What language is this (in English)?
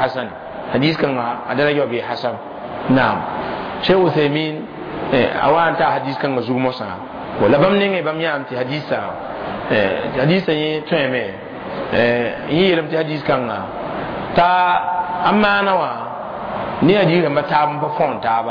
Mossi